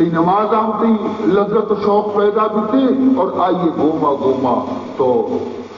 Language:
Baluchi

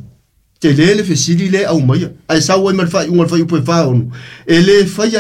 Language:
Samoan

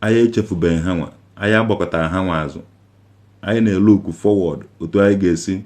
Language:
Igbo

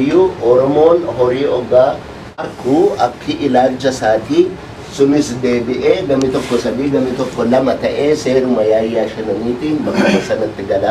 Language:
Oromo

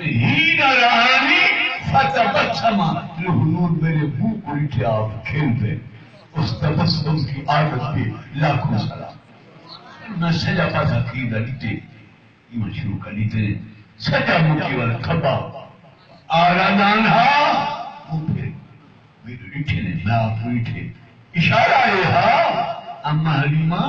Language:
Saraiki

